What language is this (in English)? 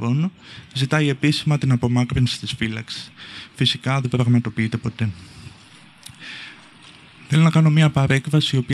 Greek